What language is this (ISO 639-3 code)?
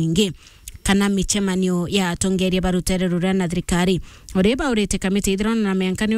mer